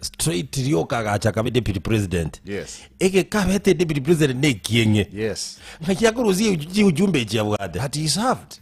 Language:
Gusii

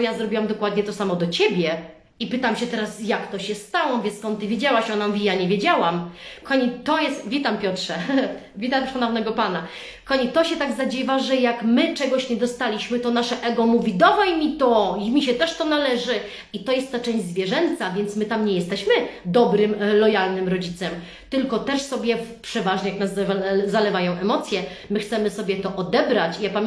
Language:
Polish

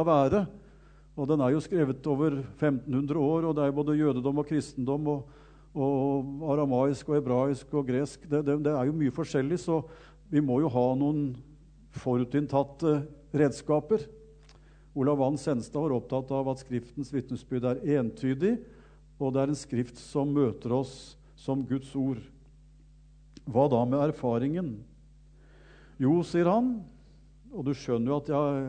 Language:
Norwegian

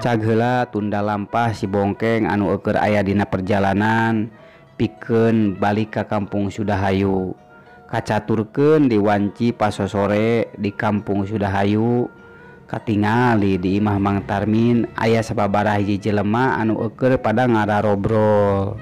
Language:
Sundanese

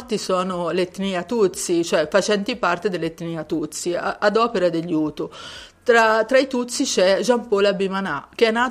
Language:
Italian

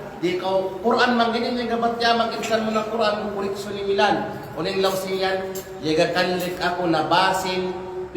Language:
Kalagan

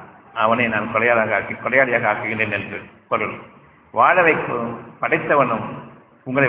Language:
Tamil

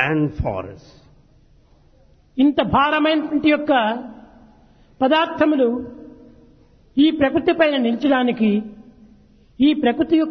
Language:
Telugu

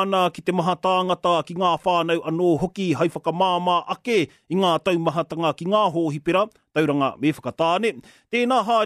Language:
Māori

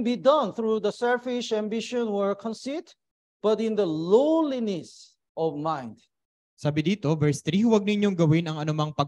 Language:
Filipino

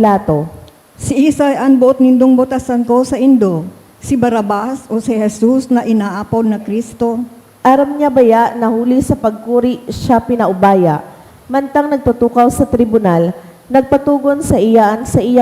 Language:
Bikol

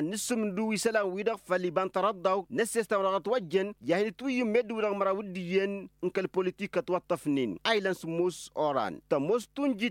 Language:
Tamasheq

